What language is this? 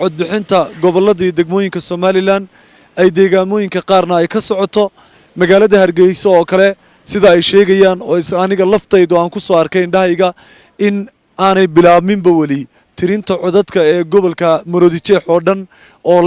Somali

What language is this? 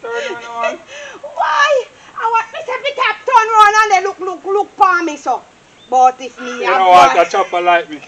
Jamaican Creole English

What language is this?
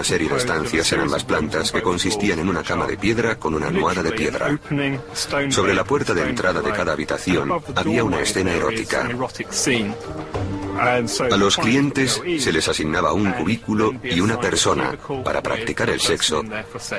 Spanish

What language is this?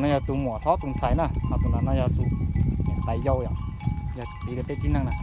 Hmong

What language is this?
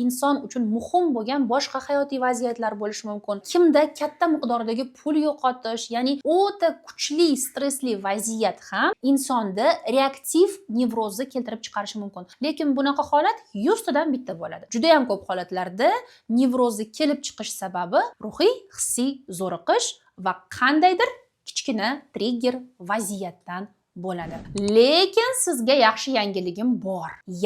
Uzbek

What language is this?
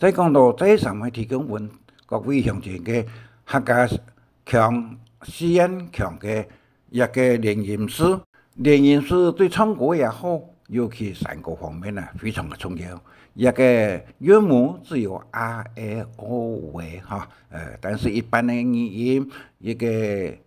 Hakka Chinese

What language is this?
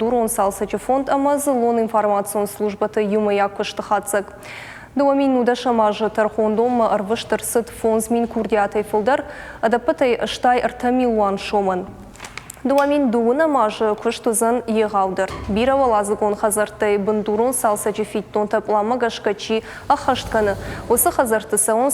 Ossetic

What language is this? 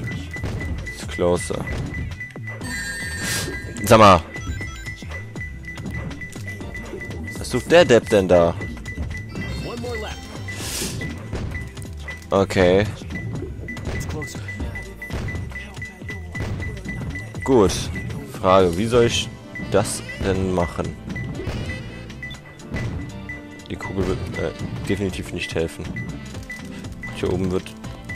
German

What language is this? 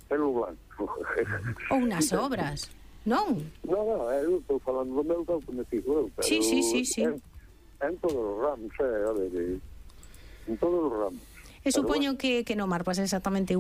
Galician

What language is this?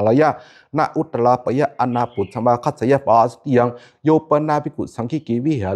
Pali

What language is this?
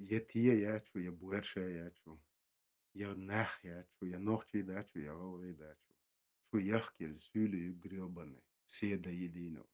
Chechen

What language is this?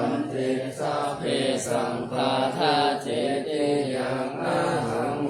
Pali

